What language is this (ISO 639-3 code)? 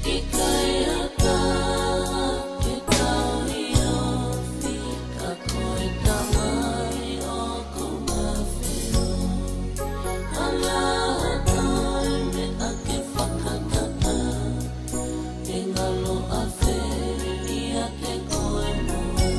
ton